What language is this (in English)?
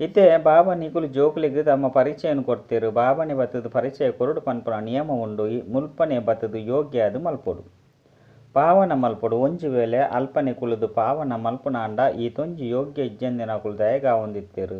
Tulu